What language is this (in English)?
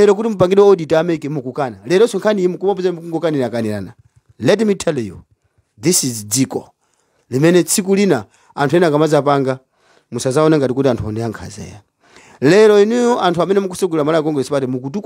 Nyanja